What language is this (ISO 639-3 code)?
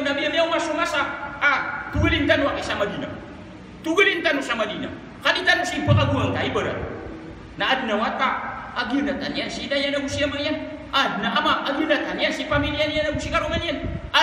mrw